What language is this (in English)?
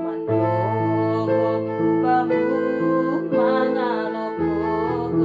Batak Simalungun